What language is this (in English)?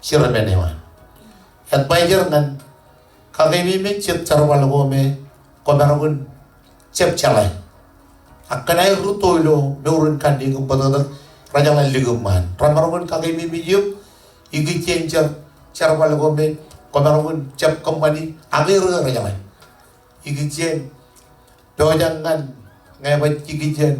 Marshallese